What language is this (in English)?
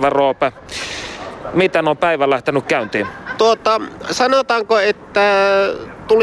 Finnish